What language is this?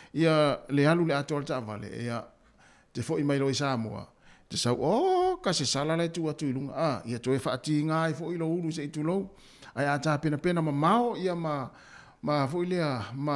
Samoan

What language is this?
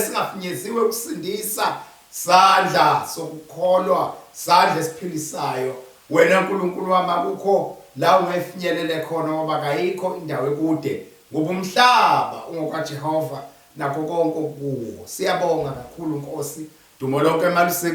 Zulu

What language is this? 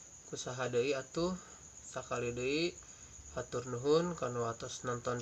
Sundanese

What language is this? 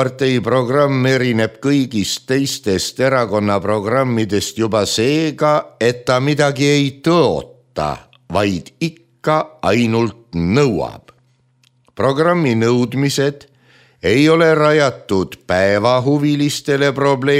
Estonian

